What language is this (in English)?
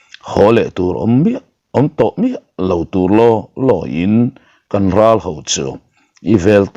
Mizo